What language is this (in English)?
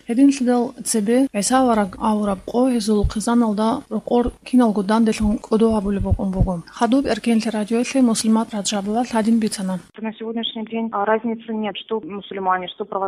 Avaric